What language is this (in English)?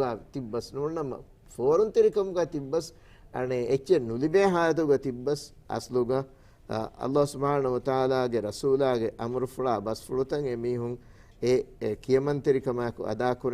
Divehi